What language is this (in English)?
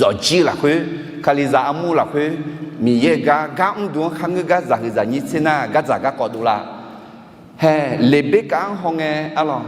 Akha